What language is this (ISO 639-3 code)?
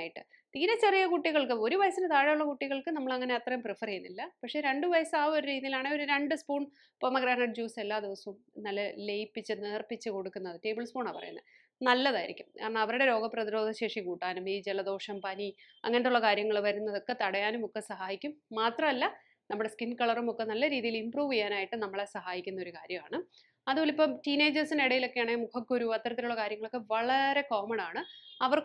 mal